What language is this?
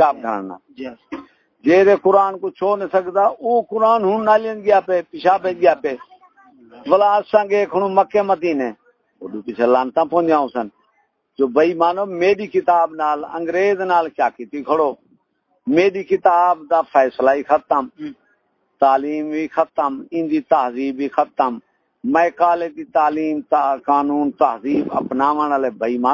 Saraiki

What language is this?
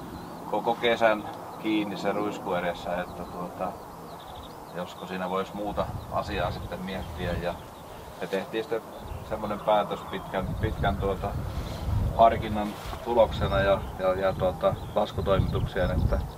Finnish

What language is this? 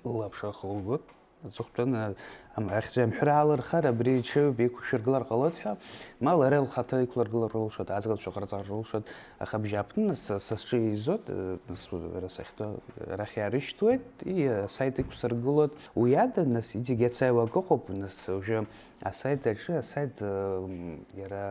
Abkhazian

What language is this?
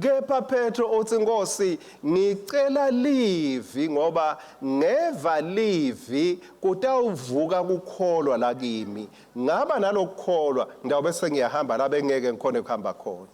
Swati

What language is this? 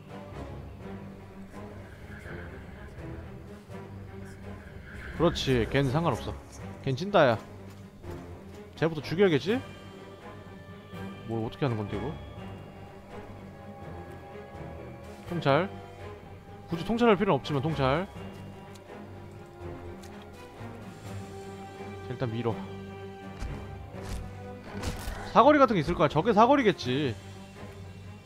Korean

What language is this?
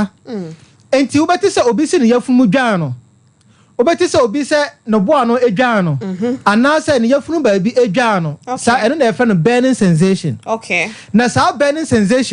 Akan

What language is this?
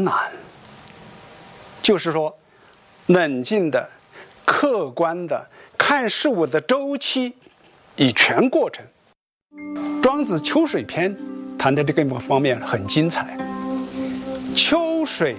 Chinese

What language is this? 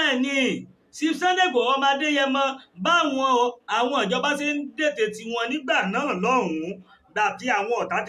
Yoruba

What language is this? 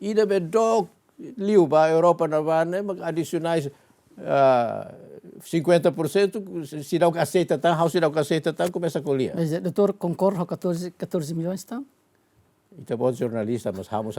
Tetum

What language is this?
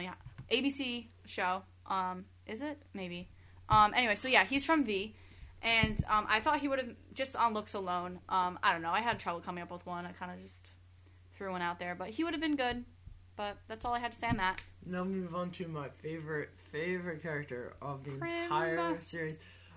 English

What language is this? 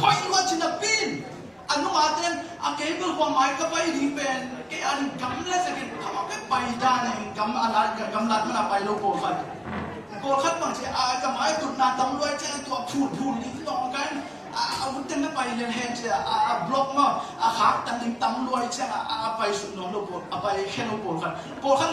Tedim Chin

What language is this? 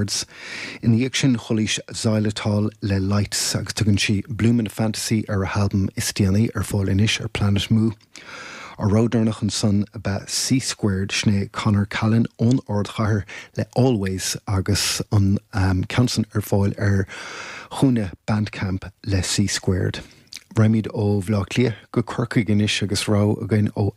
Irish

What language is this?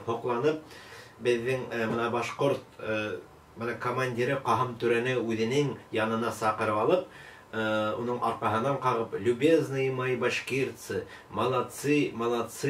Bashkir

